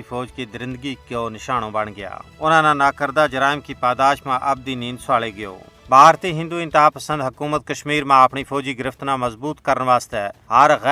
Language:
Gujari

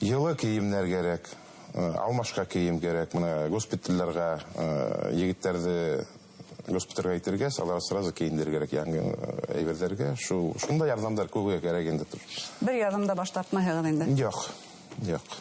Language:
Bashkir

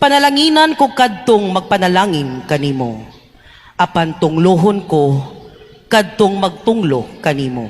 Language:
Cebuano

